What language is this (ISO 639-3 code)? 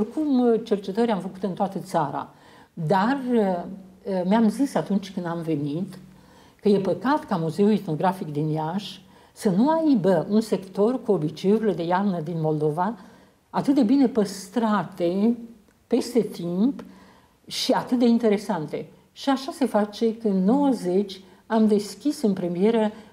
ron